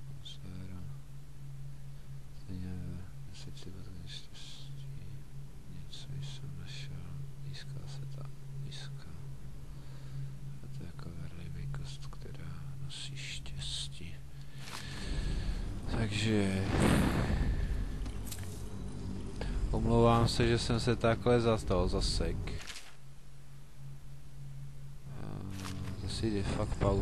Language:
Czech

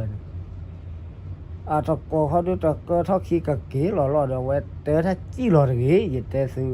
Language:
S'gaw Karen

